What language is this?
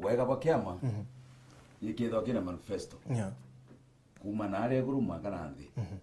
Meru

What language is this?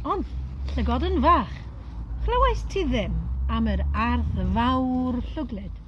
Welsh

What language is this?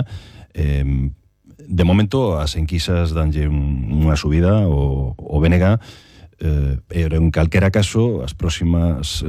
Galician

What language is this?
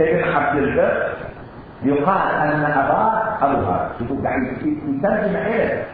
Mesopotamian Arabic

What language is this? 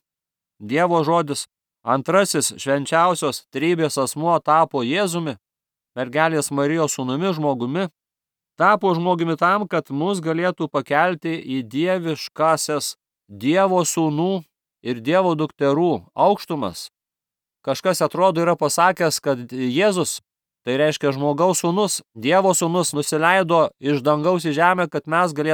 Lithuanian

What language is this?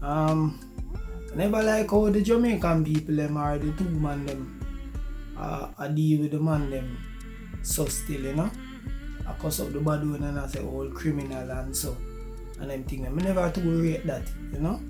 Jamaican Creole English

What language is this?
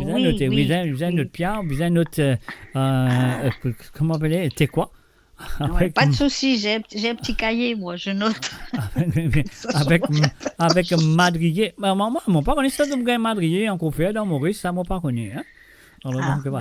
Morisyen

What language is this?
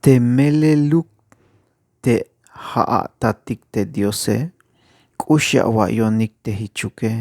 Tzeltal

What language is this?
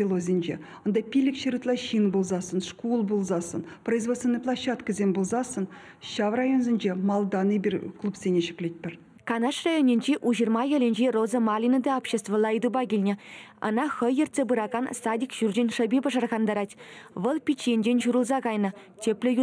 Chuvash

